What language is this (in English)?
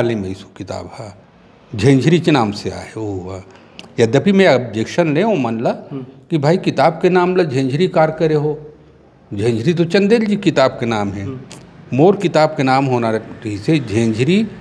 Chhattisgarhi